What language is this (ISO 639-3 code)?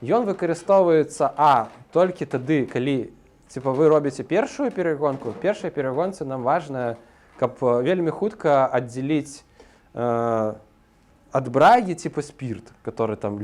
bel